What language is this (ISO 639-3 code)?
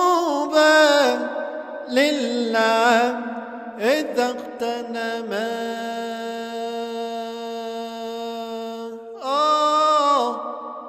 ara